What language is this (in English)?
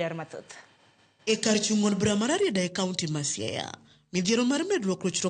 Luo (Kenya and Tanzania)